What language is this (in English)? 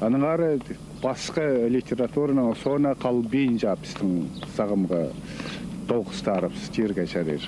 Khakas